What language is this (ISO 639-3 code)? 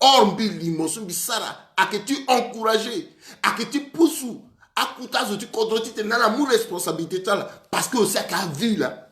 sag